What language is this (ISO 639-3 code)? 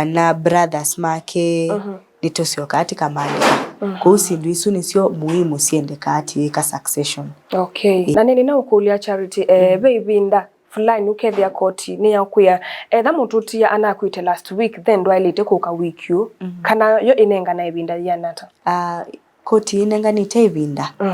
kam